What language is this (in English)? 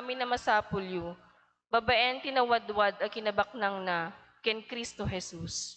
Iloko